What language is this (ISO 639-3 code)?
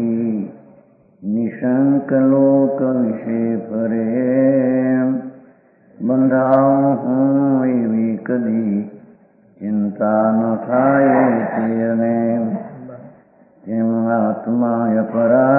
guj